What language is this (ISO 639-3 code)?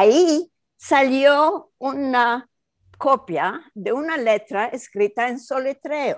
lad